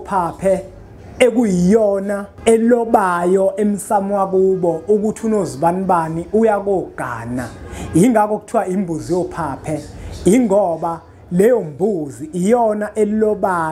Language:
Zulu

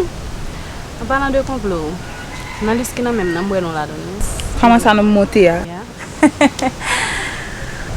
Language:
Haitian Creole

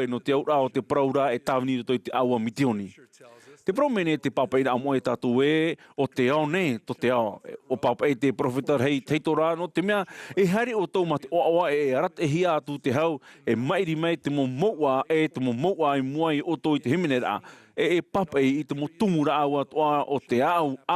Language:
Tahitian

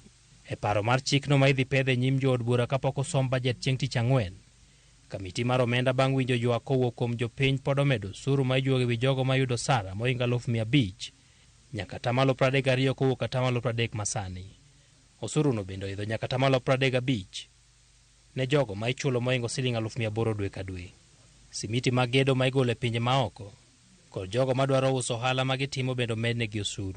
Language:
Luo (Kenya and Tanzania)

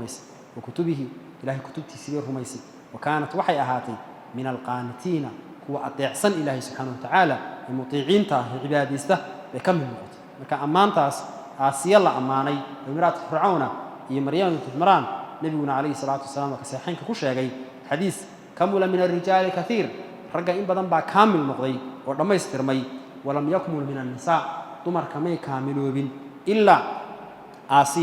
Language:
Somali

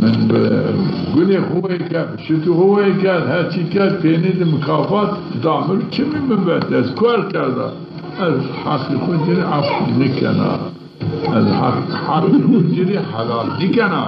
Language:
Zaza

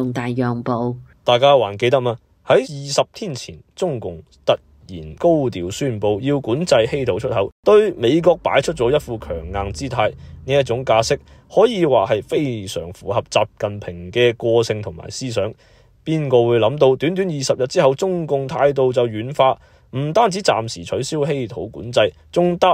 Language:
Cantonese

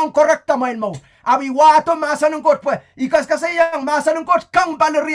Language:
Pohnpeian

